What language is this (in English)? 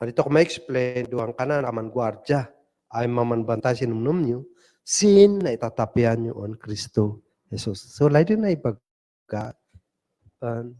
Kankanaey